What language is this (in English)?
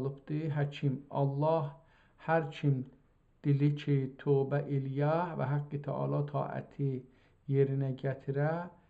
South Azerbaijani